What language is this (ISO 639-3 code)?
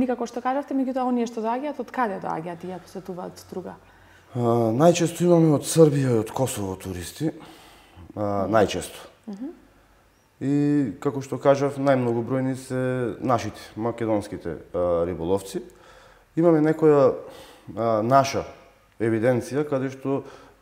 mkd